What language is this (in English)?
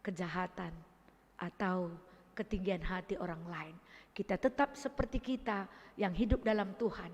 Batak Karo